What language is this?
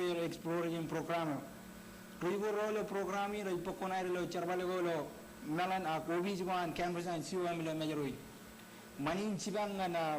Marshallese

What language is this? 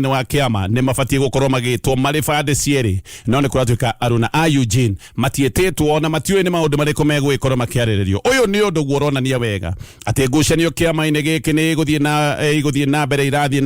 Kikuyu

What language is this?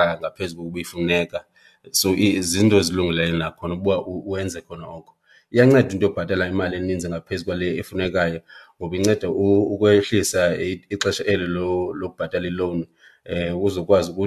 Xhosa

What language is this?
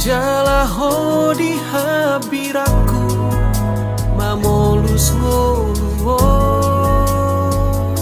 Batak Toba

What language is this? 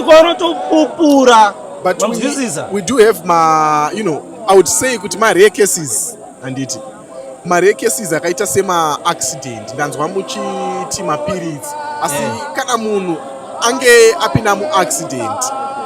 Shona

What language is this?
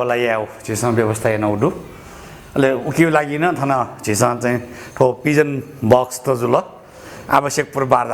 Newari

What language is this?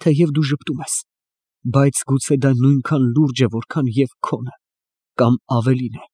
Armenian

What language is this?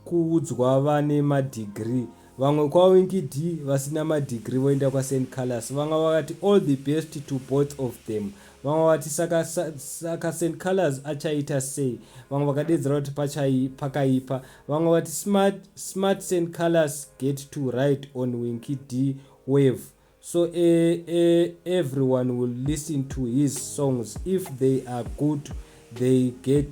Shona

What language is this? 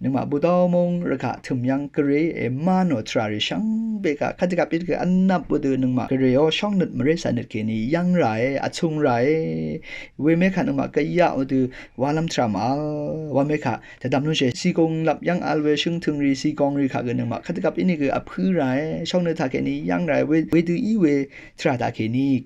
Rawang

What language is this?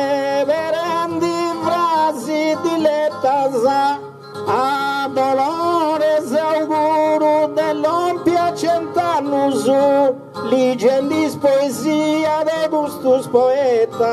Sardinian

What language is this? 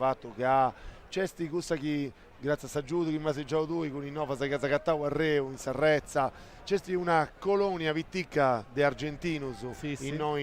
Sardinian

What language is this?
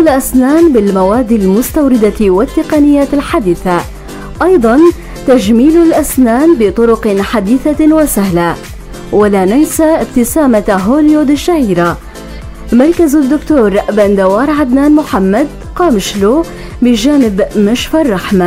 North Levantine Arabic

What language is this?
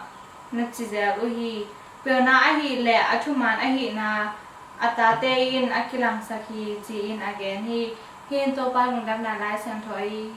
Tedim Chin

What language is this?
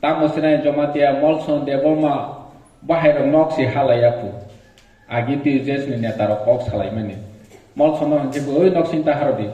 Kok Borok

